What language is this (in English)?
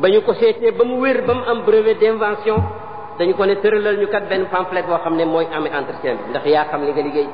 Wolof